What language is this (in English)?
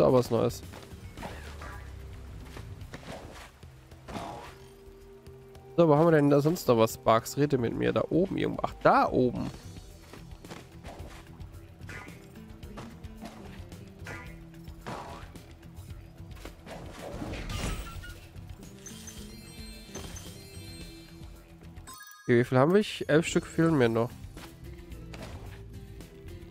German